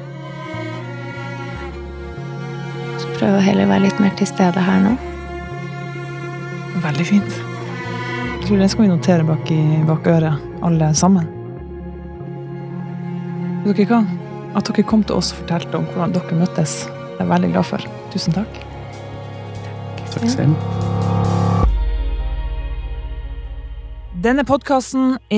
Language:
Norwegian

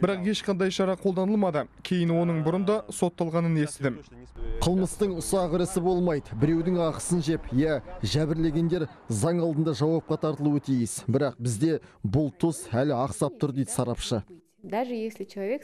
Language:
Kazakh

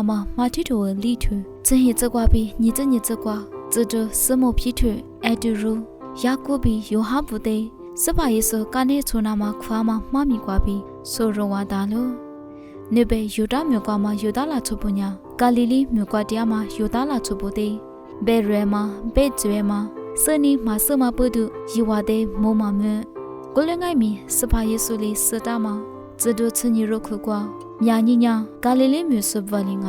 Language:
Lisu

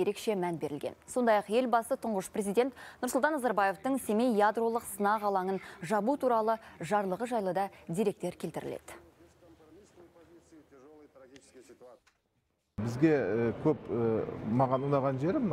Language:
Kazakh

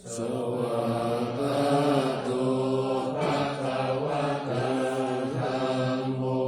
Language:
Pali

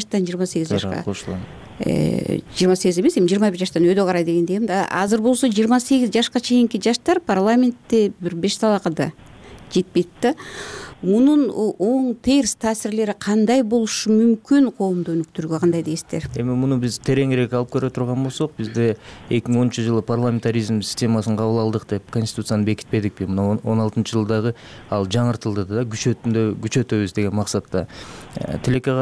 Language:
Kyrgyz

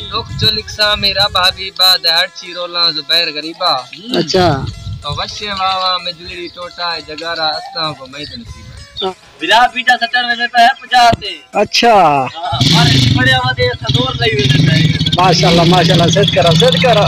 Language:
Saraiki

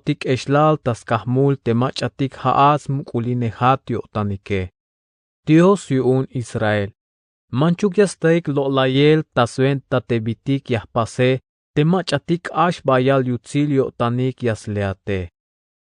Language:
Tzeltal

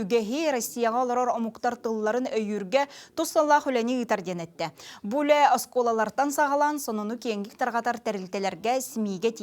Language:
Yakut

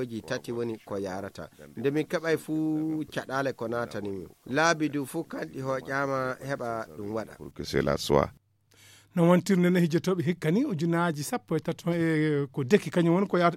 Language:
Fula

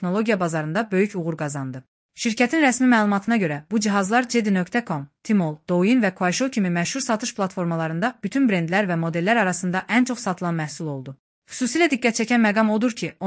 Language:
Azerbaijani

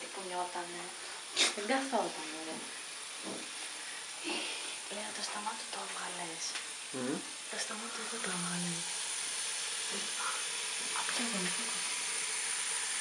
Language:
Greek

